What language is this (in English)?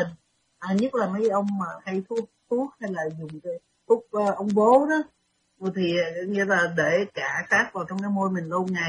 Vietnamese